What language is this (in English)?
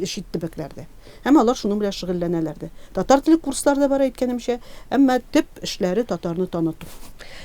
Tatar